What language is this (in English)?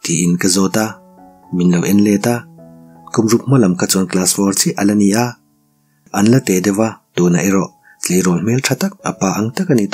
Mizo